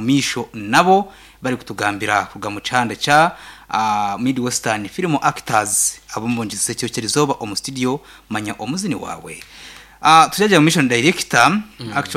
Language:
Nyankole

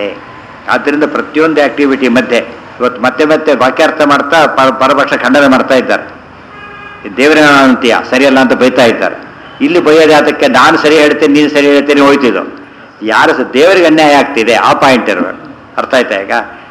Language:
Kannada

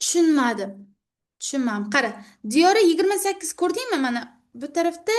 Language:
Uzbek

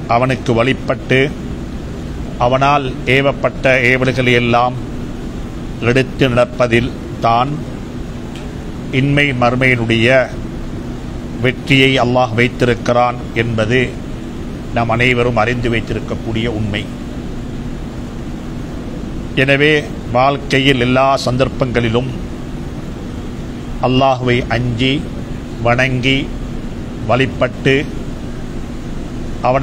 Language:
Tamil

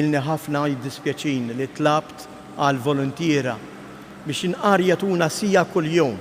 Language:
Maltese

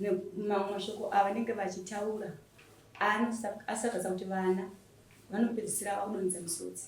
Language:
Shona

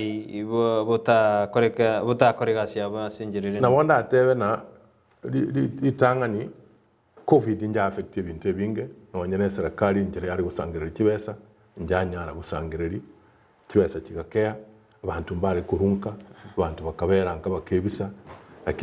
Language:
Gusii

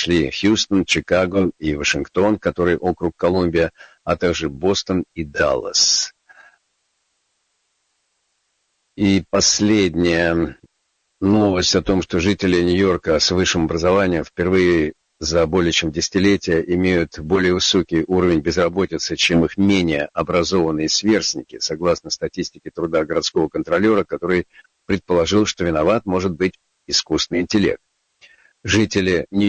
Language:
Russian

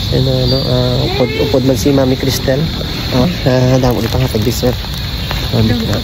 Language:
Hiligaynon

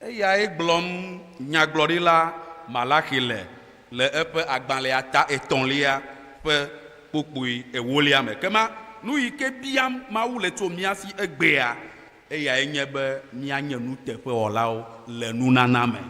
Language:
Ewe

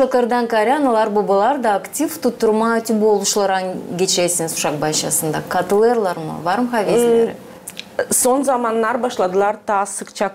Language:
Gagauz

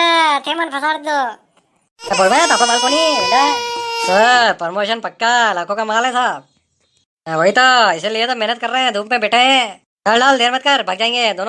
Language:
Rajasthani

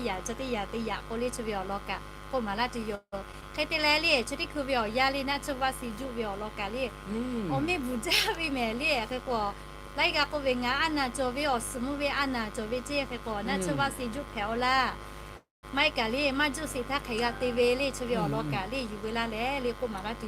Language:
Lahu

